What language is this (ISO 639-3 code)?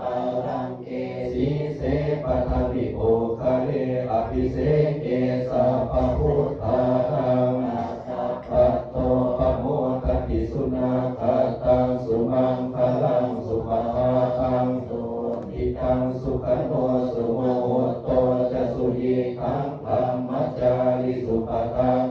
pli